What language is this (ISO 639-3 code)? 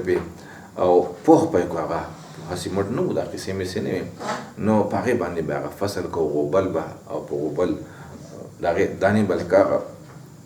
pus